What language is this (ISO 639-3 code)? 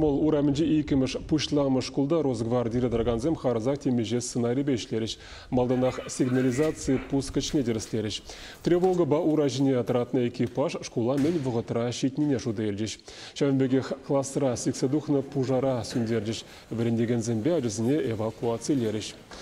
chv